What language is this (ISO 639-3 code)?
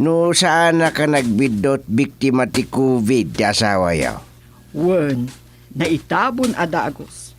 ilo